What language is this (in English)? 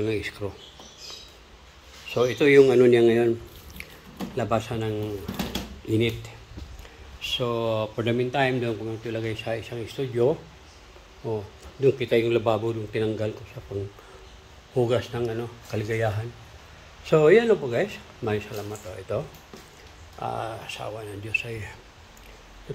Filipino